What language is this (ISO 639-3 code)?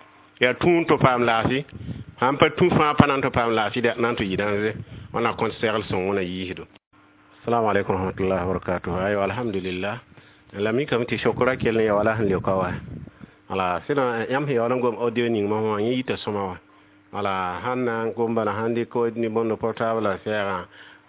mos